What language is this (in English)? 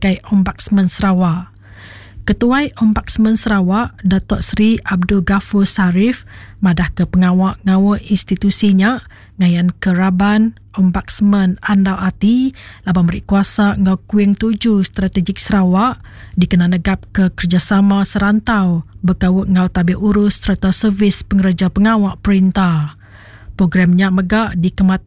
Iban